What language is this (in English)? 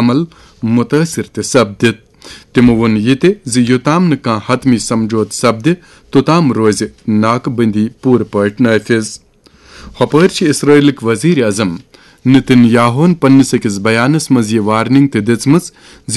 Kashmiri